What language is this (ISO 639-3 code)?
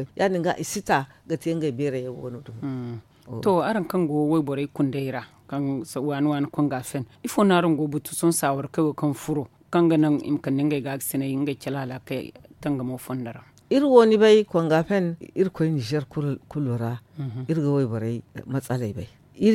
dje